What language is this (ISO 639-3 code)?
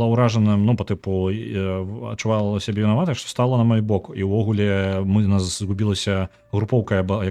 bel